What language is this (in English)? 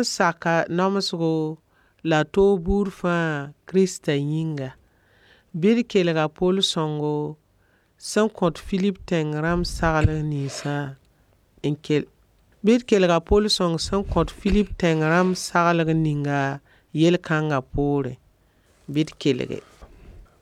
Mossi